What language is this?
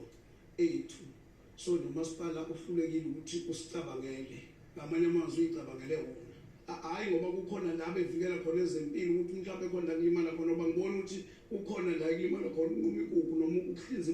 Zulu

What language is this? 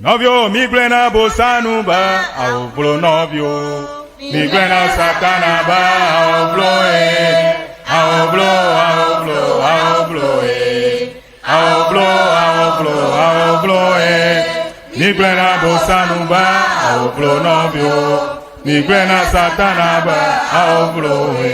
Ewe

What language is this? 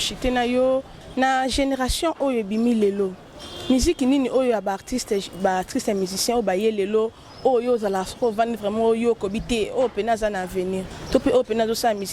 Lingala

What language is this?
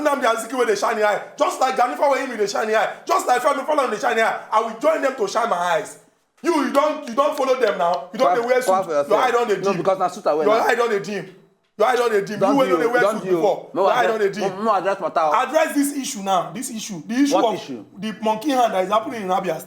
Nigerian Pidgin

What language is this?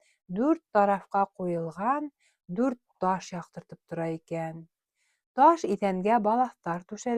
Bashkir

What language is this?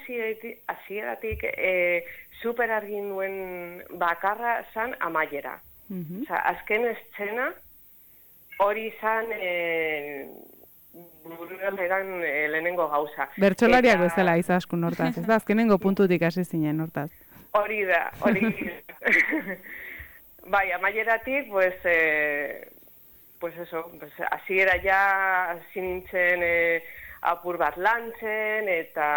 Basque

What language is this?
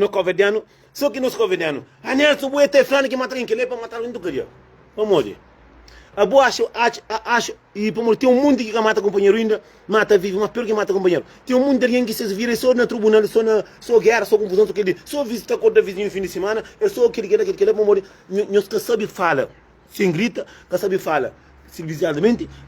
Kabuverdianu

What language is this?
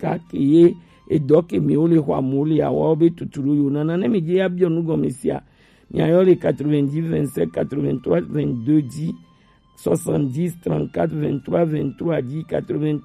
Gen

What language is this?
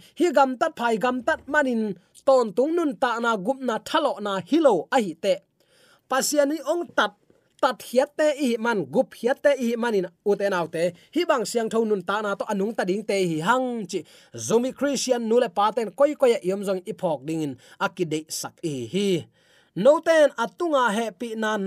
Tedim Chin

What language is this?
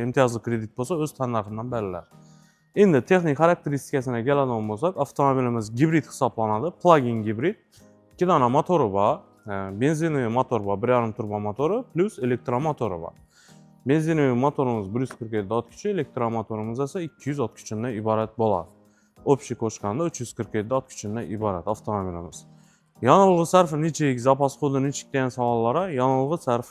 Uzbek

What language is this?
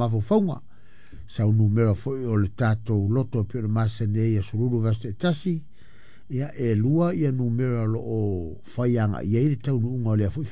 Samoan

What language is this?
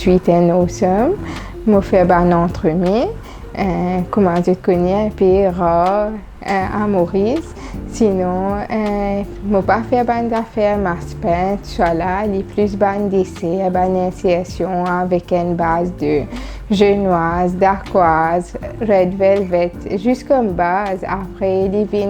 Morisyen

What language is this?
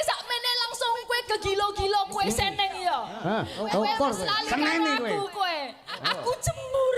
Javanese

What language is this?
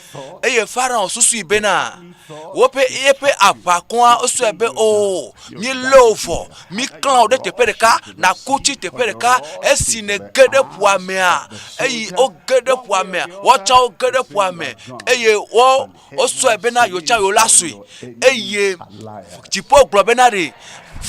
Ewe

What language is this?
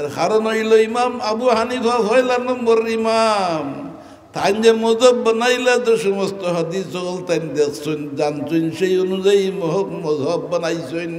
Sylheti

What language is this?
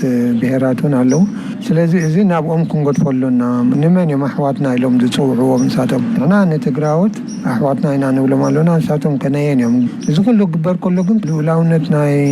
Tigrinya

